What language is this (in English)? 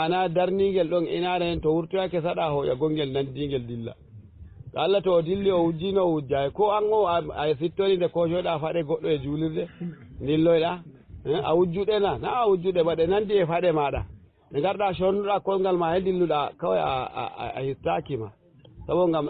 Fula